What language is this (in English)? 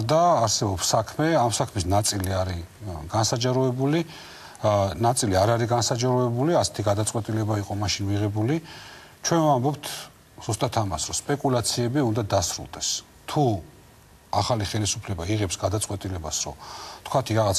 Georgian